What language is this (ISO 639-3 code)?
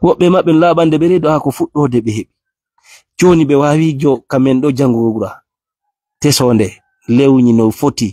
ful